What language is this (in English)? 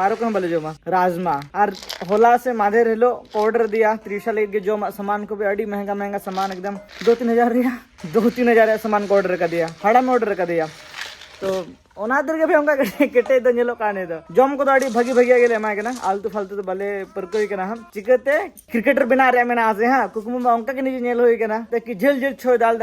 Santali